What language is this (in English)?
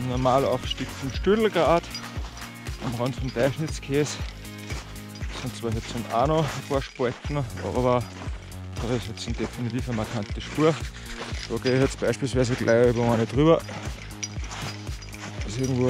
German